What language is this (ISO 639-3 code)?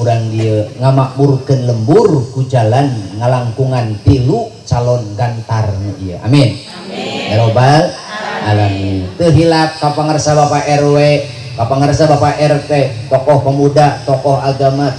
sun